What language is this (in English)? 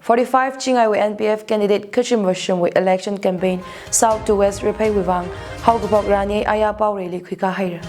Tangkhul Naga (India)